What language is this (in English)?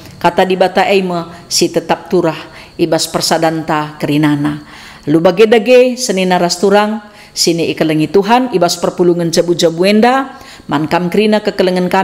Batak Karo